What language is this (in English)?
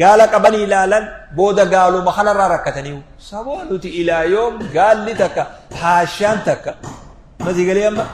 Oromo